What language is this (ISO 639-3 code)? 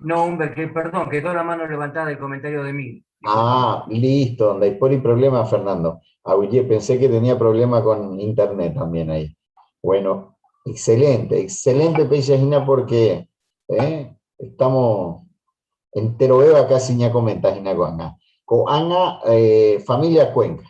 grn